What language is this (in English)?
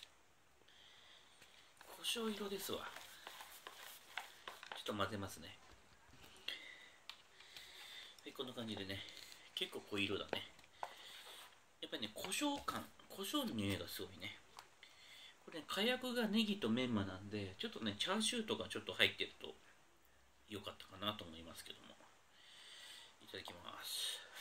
Japanese